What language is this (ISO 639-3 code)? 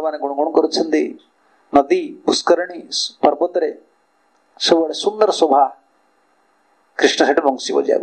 ori